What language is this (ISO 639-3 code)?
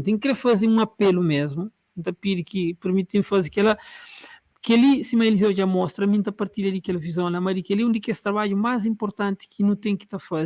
kea